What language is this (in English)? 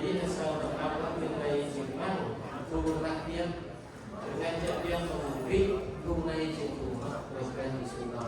Central Mnong